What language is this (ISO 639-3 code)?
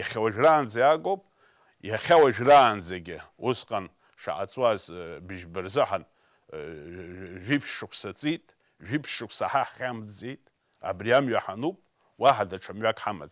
abk